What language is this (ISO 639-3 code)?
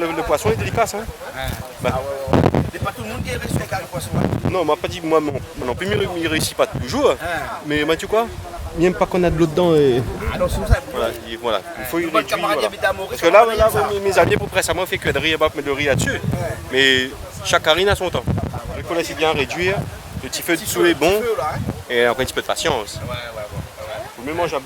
rcf